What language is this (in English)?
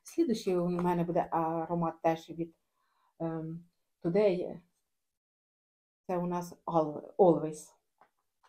Ukrainian